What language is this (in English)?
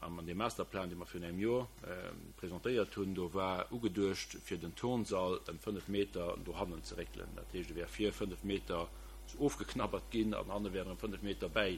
Luxembourgish